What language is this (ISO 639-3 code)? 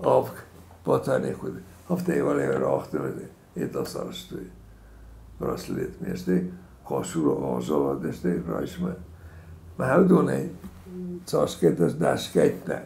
oss